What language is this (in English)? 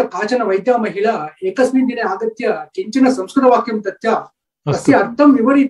Sanskrit